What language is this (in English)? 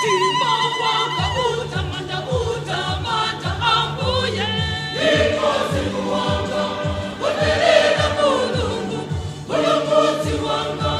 Nyanja